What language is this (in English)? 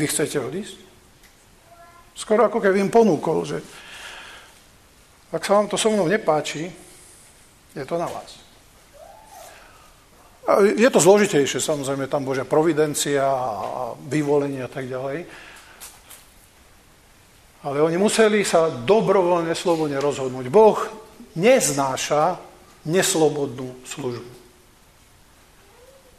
Slovak